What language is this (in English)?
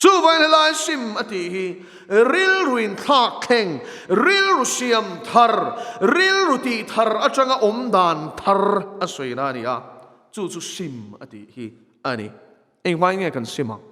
Mizo